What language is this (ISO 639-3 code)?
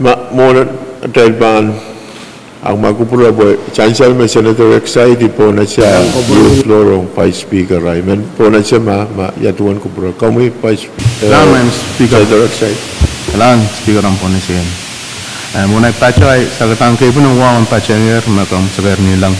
pon